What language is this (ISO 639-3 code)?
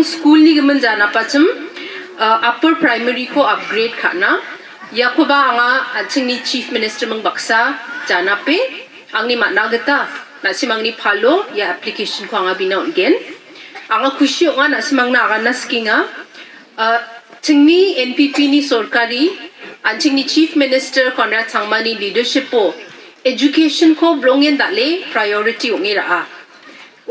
grt